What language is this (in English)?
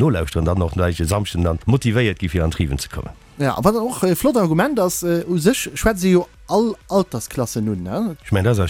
Luxembourgish